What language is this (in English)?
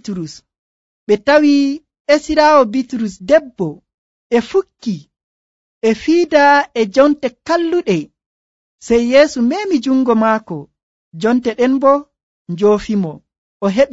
Nigerian Fulfulde